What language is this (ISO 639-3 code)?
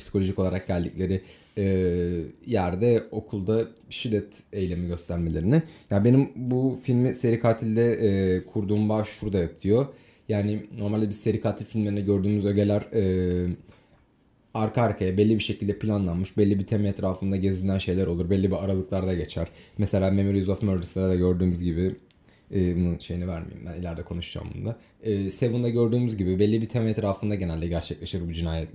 tur